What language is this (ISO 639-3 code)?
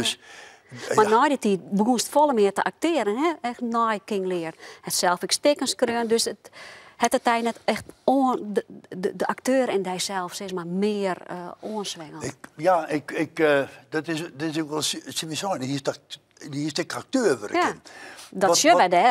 fry